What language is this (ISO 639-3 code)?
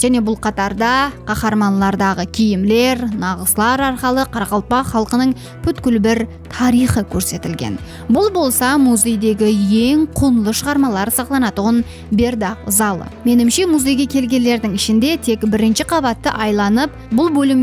kaa